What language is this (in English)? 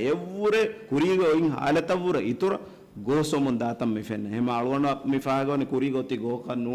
Divehi